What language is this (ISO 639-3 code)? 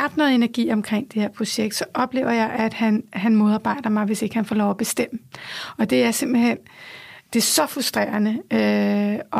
dan